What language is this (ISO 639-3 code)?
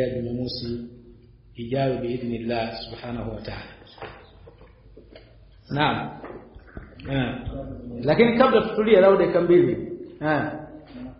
swa